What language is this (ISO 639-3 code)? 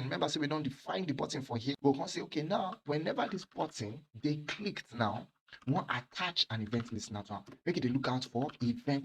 pcm